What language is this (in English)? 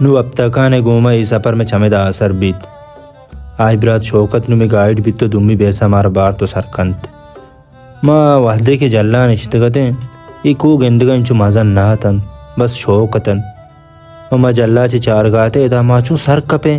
Baluchi